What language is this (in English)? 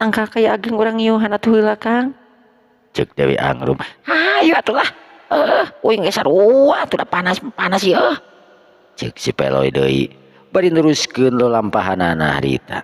Sundanese